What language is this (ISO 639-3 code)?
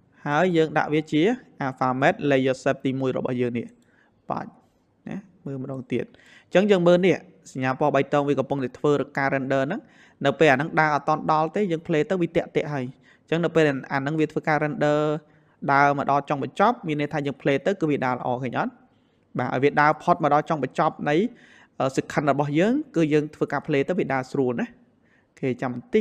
khm